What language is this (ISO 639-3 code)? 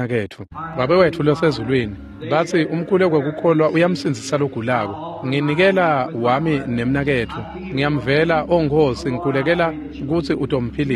ssw